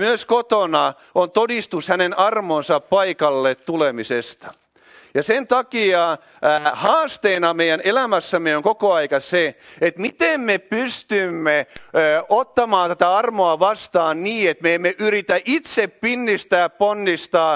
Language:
Finnish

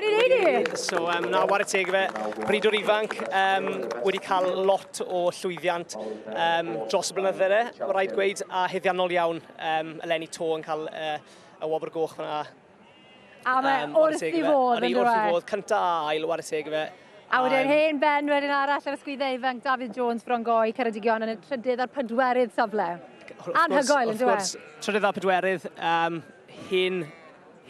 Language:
Welsh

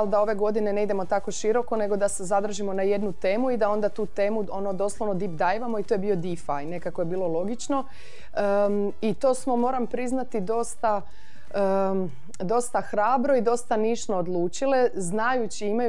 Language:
Croatian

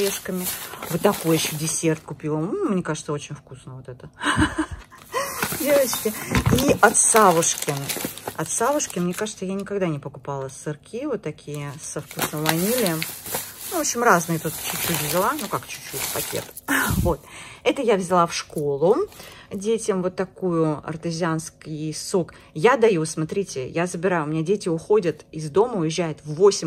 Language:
Russian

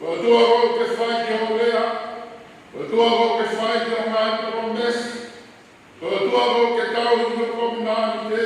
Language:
Tongan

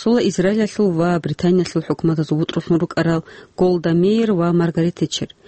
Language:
Avaric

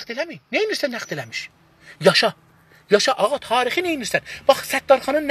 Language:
South Azerbaijani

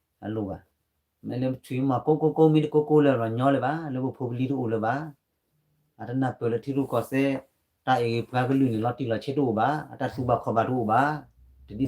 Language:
S'gaw Karen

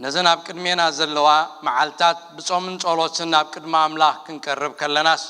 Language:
Tigrinya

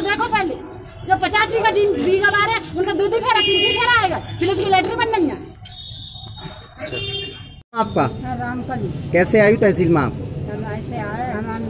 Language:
Hindi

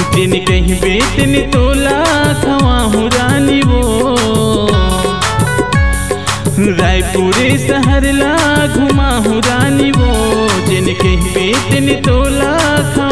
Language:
Chhattisgarhi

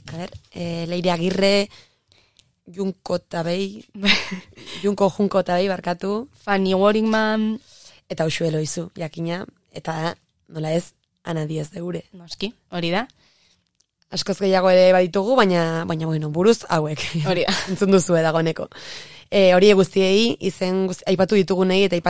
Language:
Basque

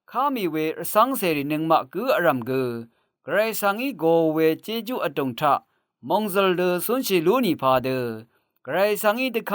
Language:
Rawang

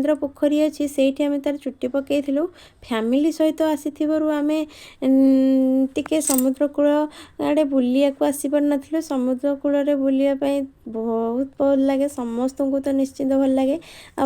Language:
Odia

